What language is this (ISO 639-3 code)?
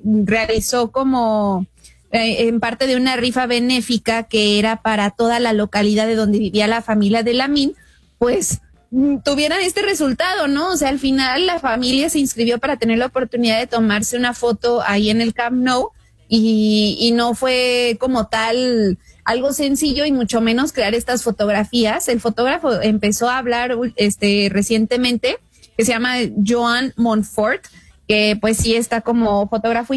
spa